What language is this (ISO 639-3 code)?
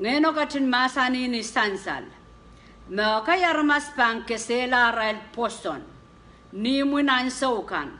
pon